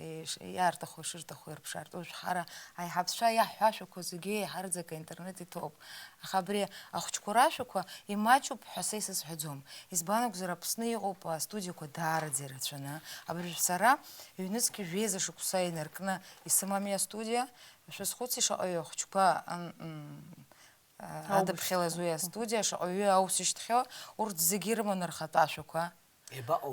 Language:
Abkhazian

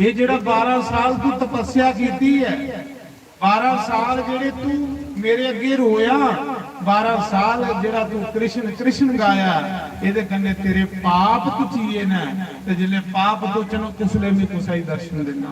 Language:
Dogri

